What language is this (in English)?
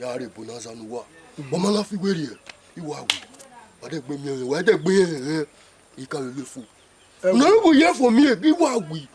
Bini